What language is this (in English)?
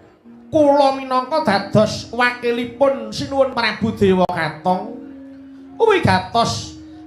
Javanese